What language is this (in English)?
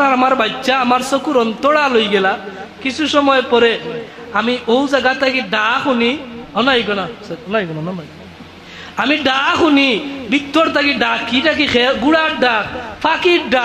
Sylheti